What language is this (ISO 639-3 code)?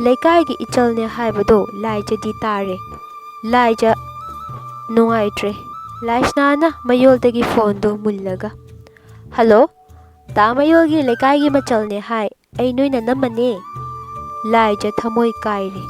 mni